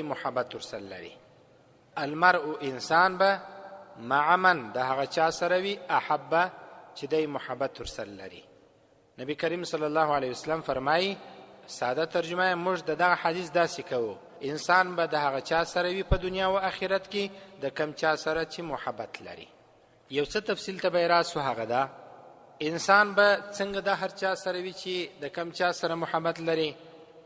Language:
Pashto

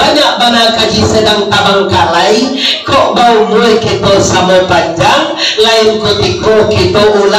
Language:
Minangkabau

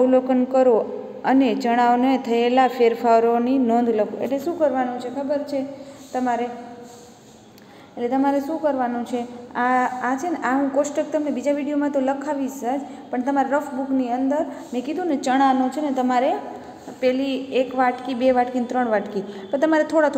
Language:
Gujarati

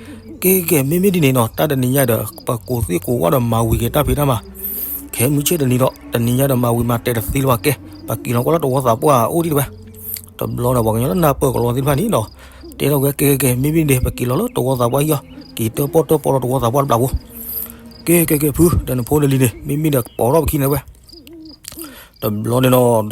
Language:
S'gaw Karen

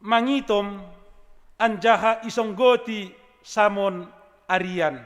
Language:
Batak Simalungun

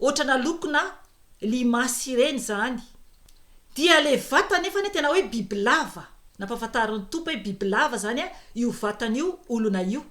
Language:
Malagasy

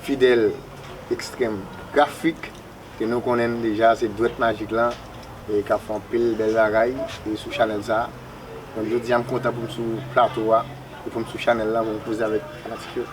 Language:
Haitian Creole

